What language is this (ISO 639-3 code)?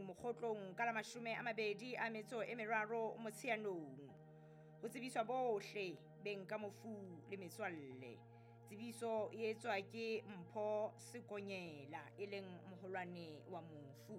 sot